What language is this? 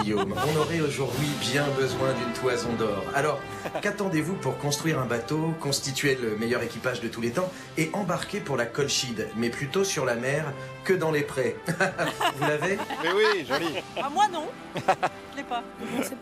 French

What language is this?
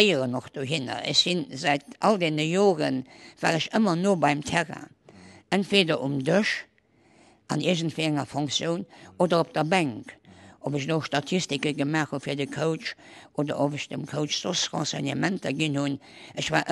Luxembourgish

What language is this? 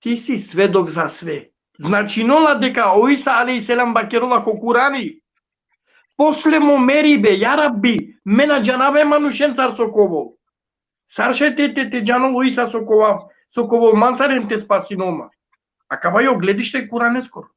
Balkan Romani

